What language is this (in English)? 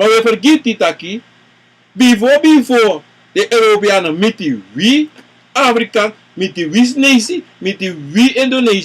Sranan Tongo